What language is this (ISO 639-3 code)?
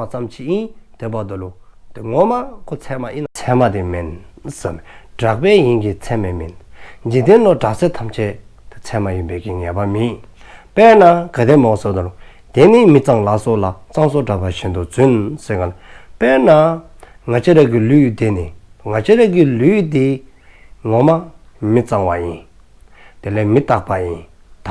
dzo